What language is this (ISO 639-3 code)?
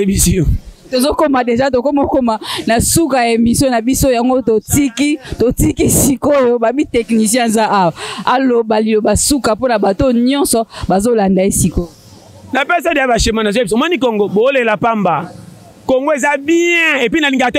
lin